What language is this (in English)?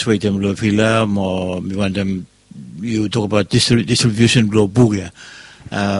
Bislama